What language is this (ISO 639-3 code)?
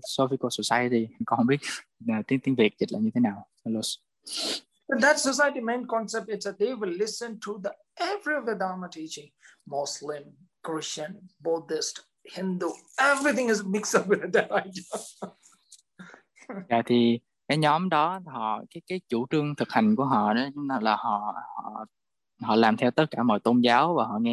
vie